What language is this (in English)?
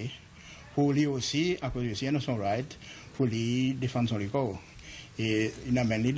Seselwa Creole French